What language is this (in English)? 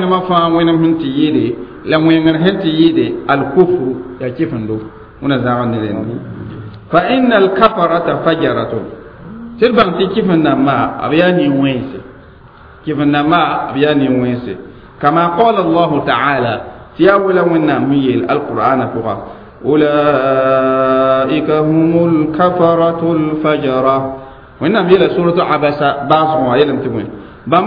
Mossi